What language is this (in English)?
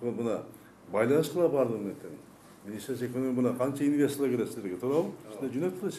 Kyrgyz